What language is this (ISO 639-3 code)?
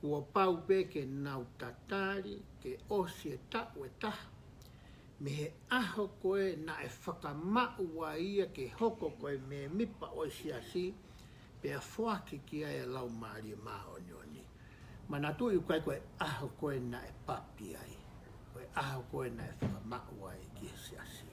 ton